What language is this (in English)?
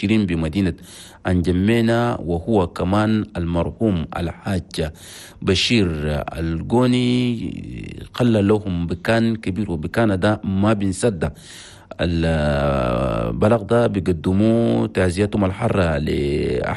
Chadian Arabic